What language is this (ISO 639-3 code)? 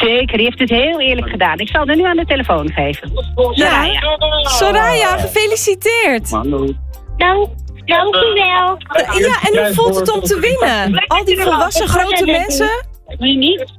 nld